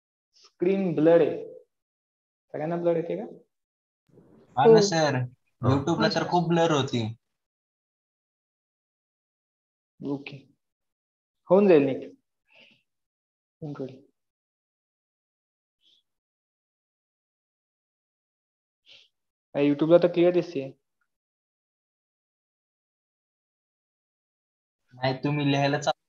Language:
Marathi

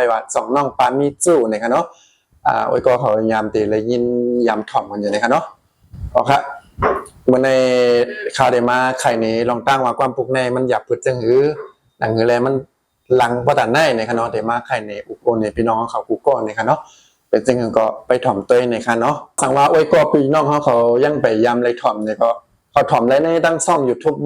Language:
Shan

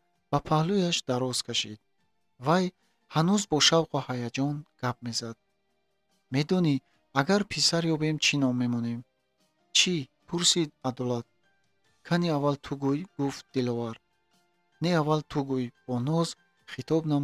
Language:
Tajik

